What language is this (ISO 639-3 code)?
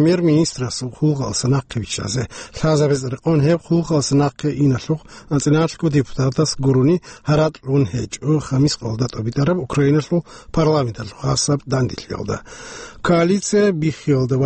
ava